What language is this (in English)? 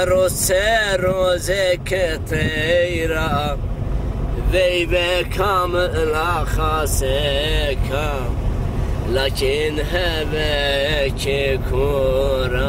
Zaza